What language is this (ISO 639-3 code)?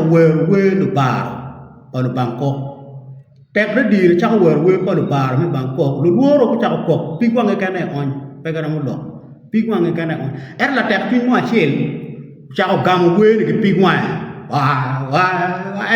ach